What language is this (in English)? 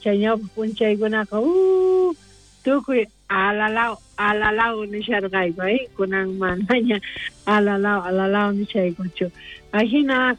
South Bolivian Quechua